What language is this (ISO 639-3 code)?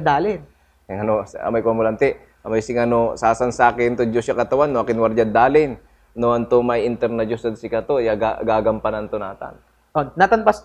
pag